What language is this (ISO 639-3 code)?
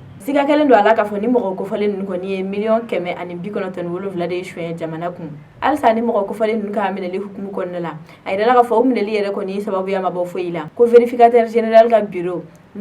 bam